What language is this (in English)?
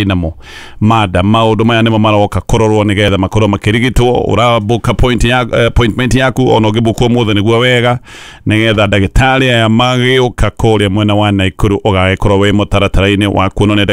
Kikuyu